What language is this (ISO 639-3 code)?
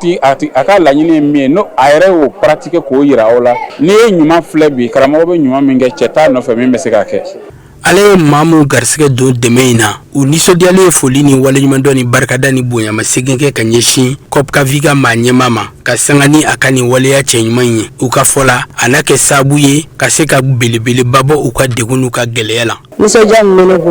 bam